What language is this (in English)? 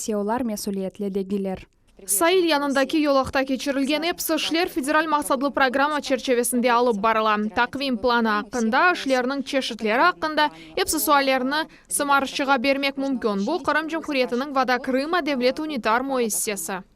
Crimean Tatar